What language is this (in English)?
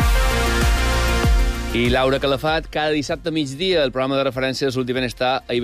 Catalan